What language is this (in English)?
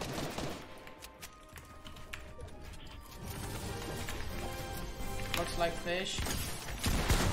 Czech